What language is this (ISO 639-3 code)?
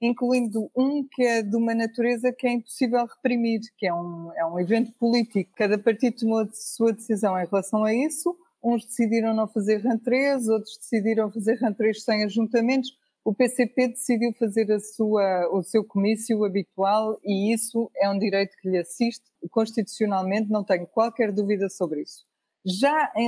por